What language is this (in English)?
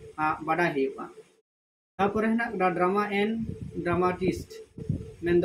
Santali